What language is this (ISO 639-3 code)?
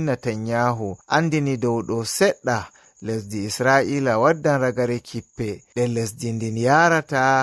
ful